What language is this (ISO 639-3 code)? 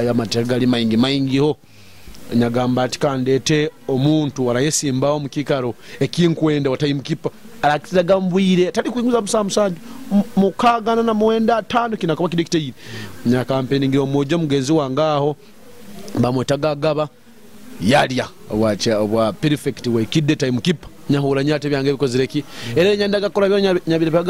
nyo